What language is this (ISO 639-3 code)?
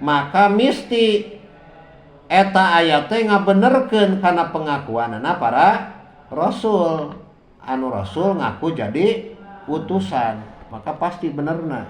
sun